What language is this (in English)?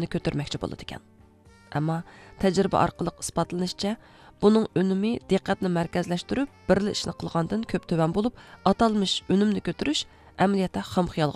Uyghur